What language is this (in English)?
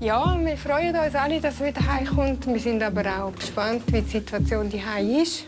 Swiss German